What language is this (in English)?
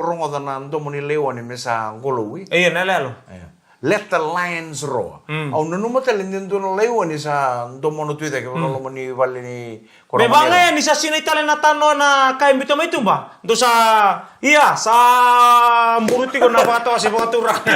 Fijian